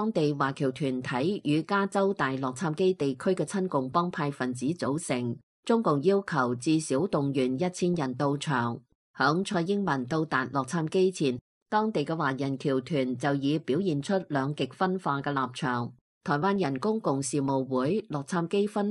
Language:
Cantonese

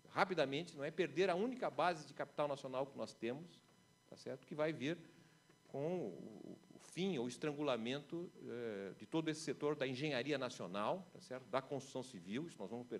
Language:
Portuguese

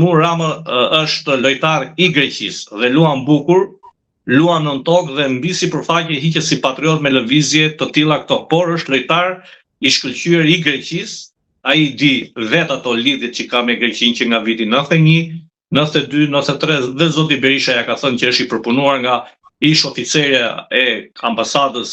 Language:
Albanian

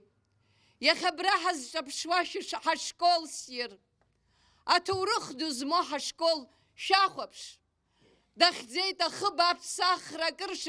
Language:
Abkhazian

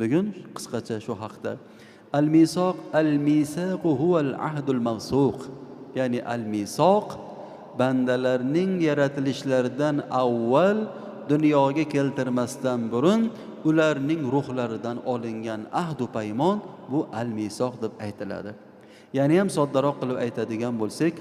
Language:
Uzbek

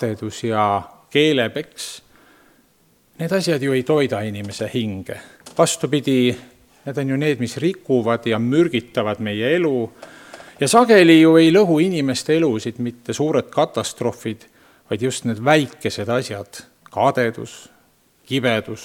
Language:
Estonian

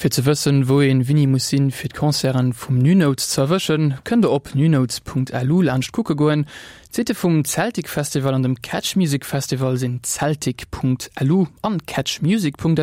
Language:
Luxembourgish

